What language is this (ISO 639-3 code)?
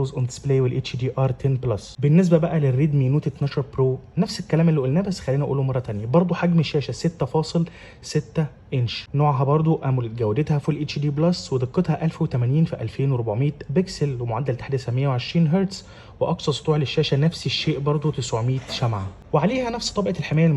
arz